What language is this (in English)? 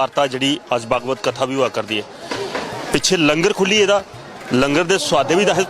Dogri